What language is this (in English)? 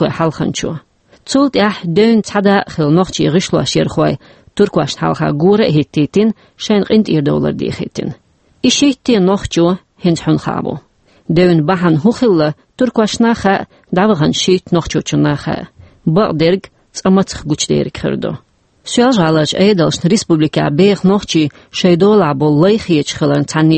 Chechen